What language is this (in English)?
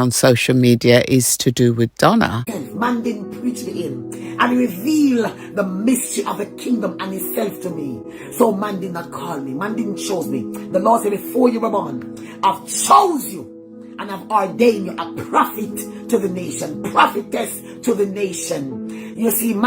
Jamaican Creole English